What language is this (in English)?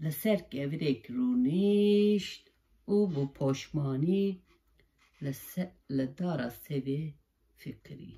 Kurdish